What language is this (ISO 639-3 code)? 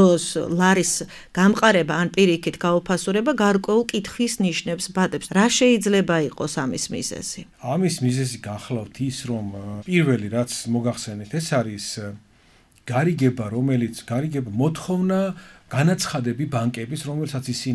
kat